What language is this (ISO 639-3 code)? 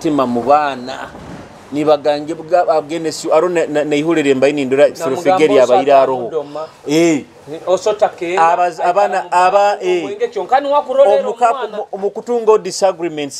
nyo